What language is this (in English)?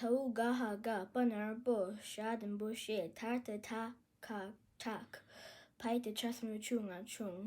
Tibetan